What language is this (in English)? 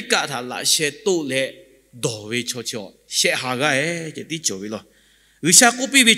Lahu